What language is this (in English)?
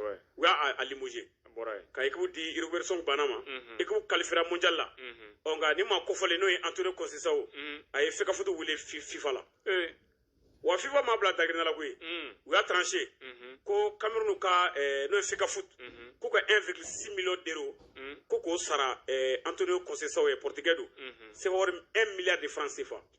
Bambara